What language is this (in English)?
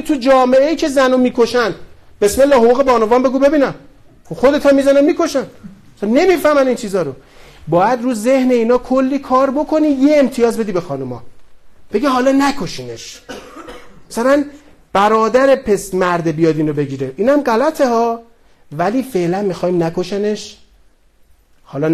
Persian